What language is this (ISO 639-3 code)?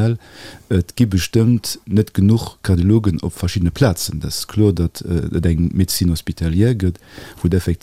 ltz